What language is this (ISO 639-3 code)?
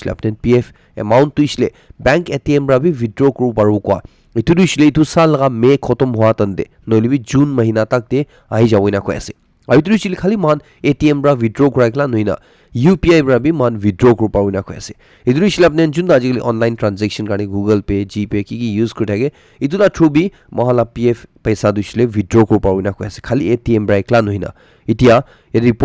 nag